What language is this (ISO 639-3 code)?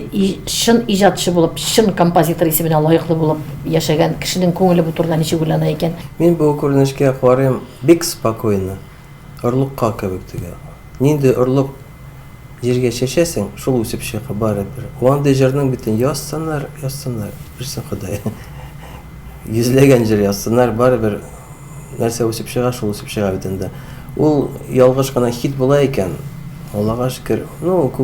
tat